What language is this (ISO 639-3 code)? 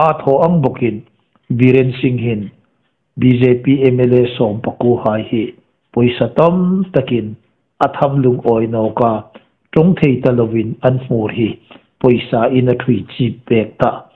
hmr